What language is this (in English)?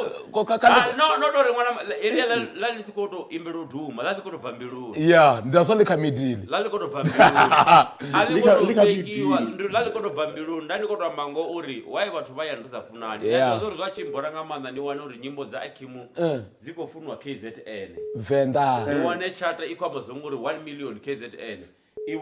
Venda